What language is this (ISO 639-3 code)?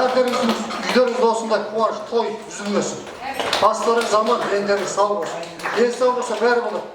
kaz